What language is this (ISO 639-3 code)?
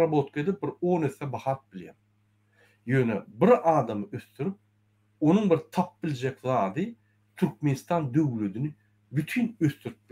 tuk